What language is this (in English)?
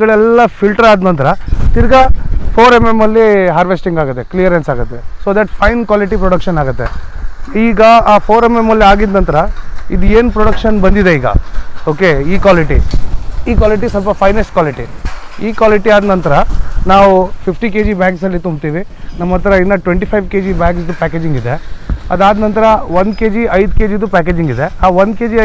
Kannada